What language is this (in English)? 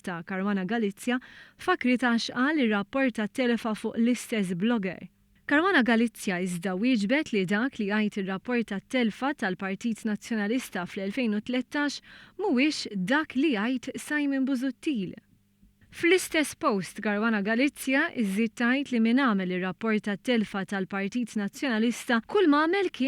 Maltese